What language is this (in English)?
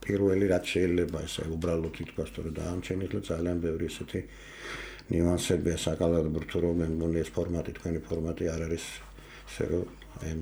Georgian